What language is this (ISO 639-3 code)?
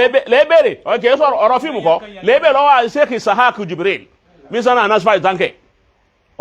yor